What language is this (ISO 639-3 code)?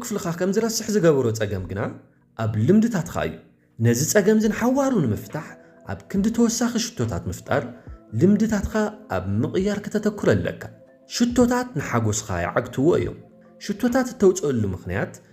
tir